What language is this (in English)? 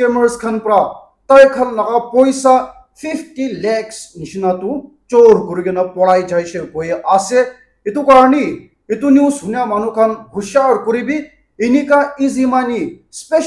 Naga Pidgin